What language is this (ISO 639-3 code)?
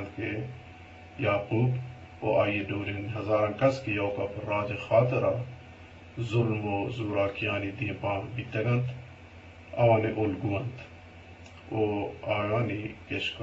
bgp